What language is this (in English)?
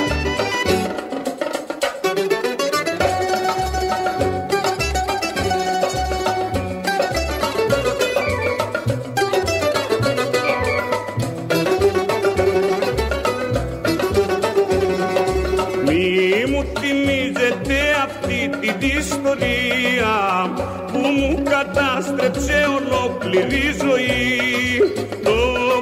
Greek